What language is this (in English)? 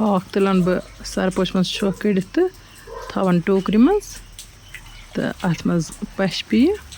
Kashmiri